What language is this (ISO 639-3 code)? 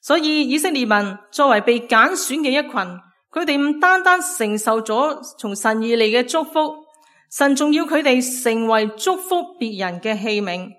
yue